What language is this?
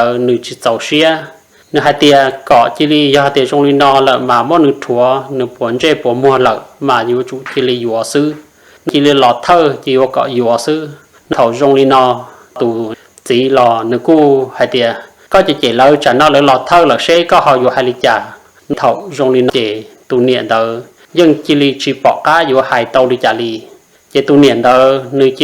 Hmong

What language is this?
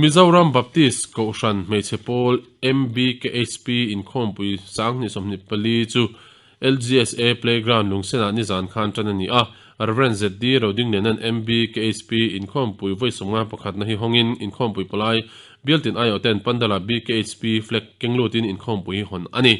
Mizo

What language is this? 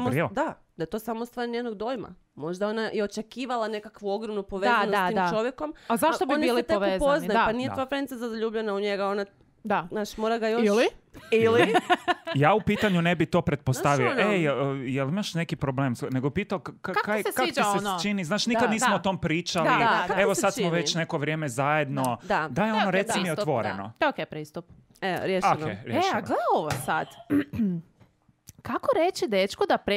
Croatian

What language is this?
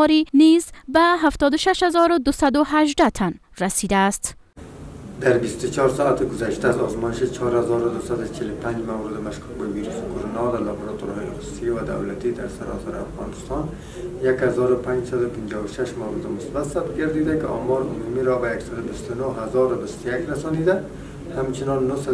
Persian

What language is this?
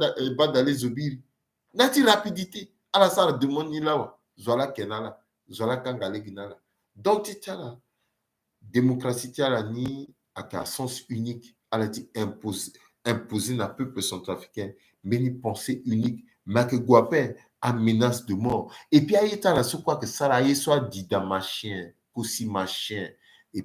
Sango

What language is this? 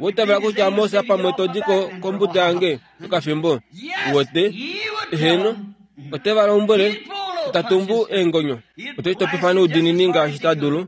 Kuanyama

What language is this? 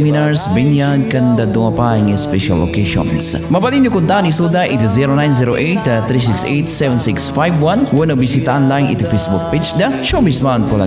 Iloko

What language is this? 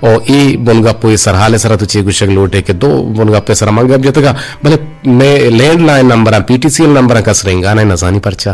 Eastern Balochi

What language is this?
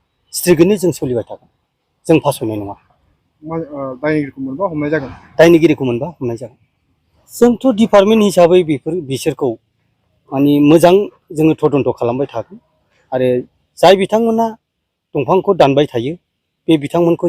Bodo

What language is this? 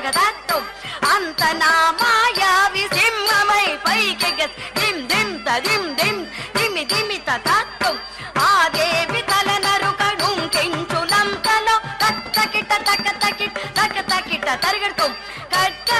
Telugu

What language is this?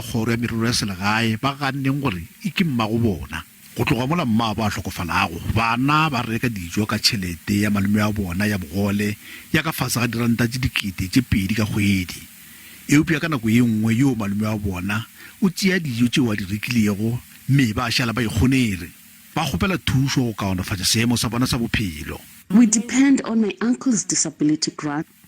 Northern Sotho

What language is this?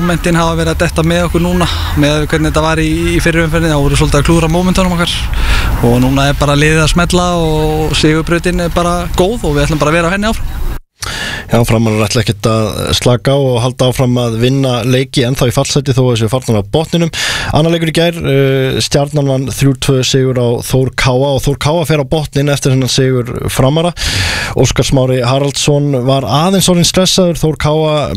Icelandic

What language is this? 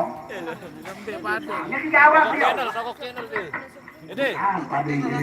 Sasak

